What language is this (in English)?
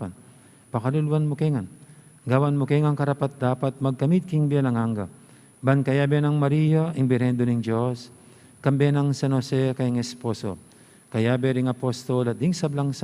Pampanga